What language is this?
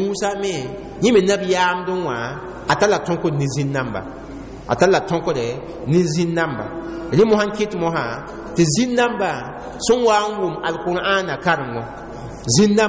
Mossi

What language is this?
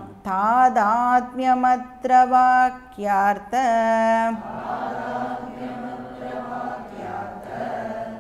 Tamil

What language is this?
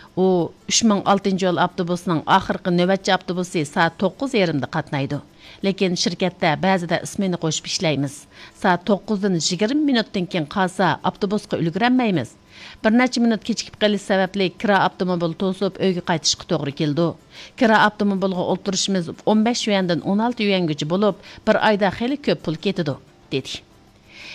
Uyghur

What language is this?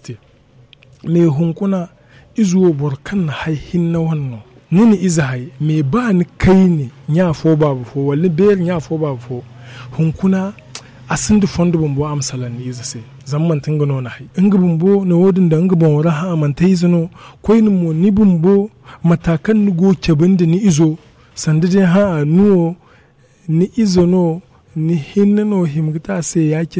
Zarma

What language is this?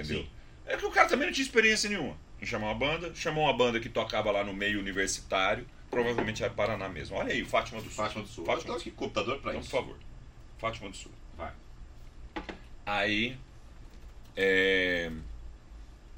Portuguese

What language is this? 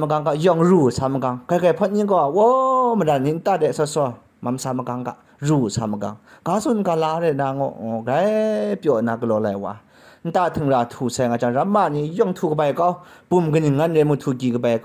Kachin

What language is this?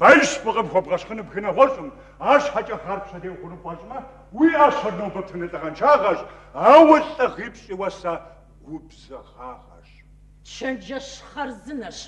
Kabardian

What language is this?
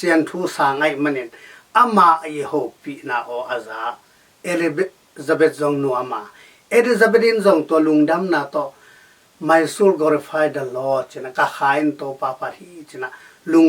Tedim Chin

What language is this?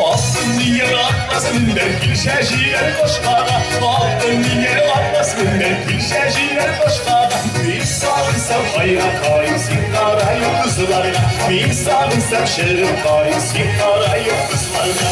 Tatar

